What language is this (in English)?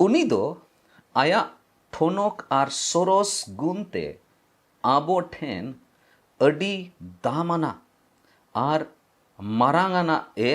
Santali